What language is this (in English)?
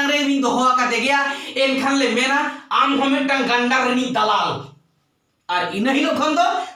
Santali